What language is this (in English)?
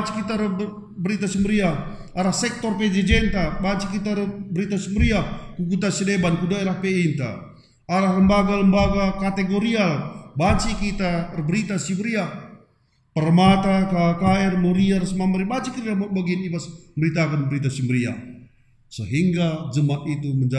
Batak Karo